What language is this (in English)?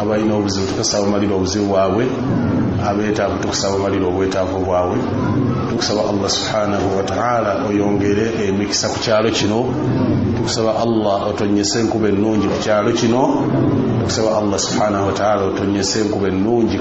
Ganda